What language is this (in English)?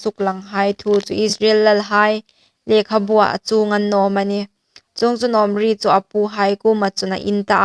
Hmar